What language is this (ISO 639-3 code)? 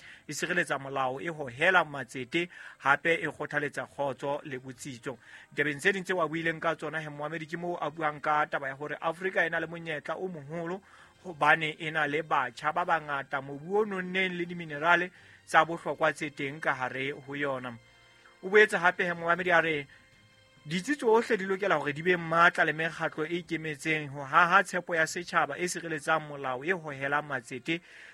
sot